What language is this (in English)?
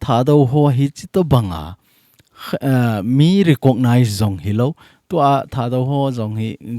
Thado Chin